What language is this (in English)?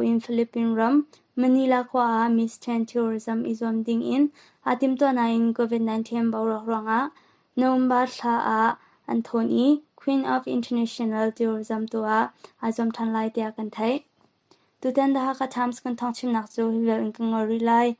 Hakha Chin